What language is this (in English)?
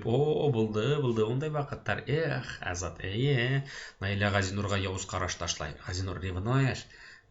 Bashkir